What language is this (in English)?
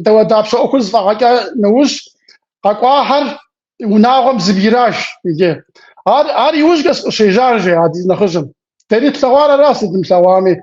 Kabardian